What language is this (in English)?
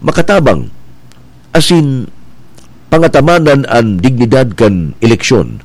Bikol